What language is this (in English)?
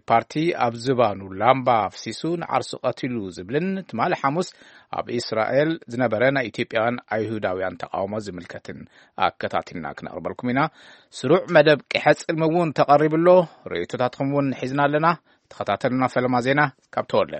Tigrinya